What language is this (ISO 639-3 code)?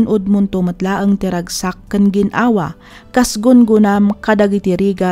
ilo